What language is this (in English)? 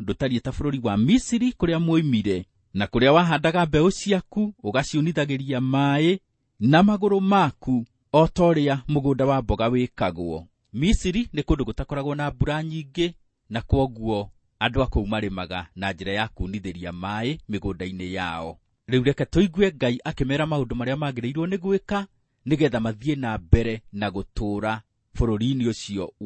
Kikuyu